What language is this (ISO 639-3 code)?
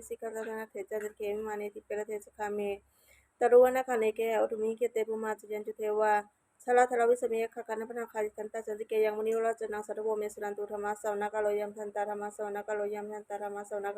pli